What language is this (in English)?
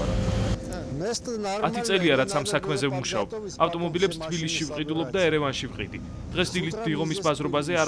Georgian